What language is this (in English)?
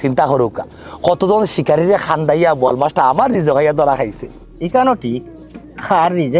Sylheti